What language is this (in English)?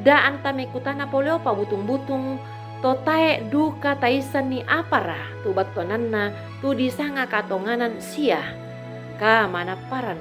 Toraja-Sa'dan